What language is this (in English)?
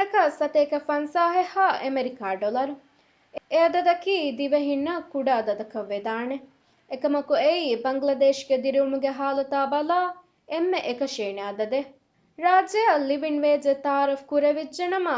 Divehi